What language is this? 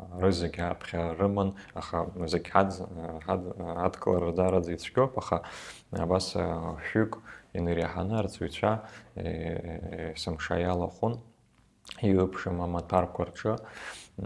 Abkhazian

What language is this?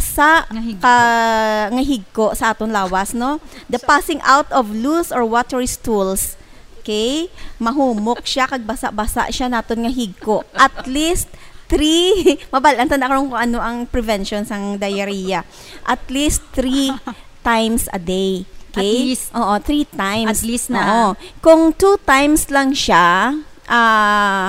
Hiligaynon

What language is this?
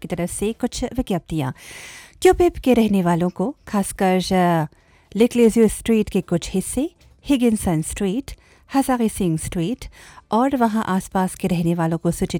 Hindi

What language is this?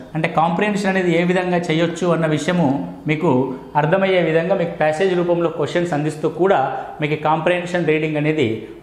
Telugu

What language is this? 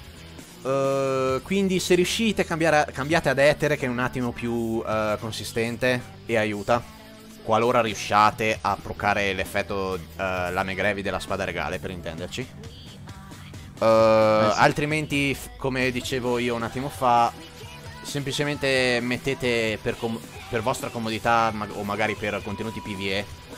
Italian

